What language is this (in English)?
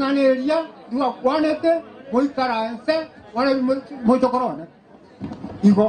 Gusii